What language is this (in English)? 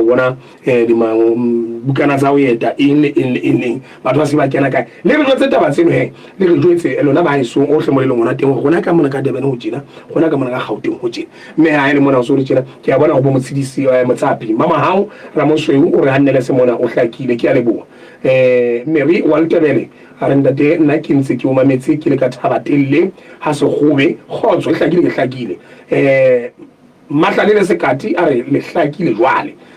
Southern Sotho